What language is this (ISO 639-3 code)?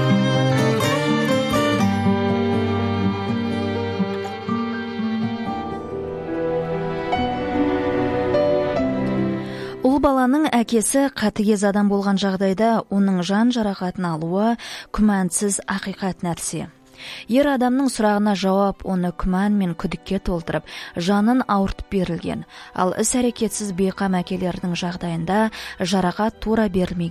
kaz